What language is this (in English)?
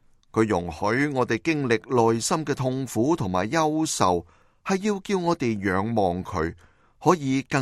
Cantonese